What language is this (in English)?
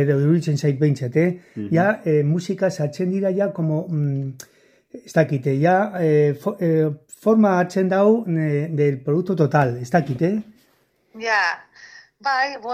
Basque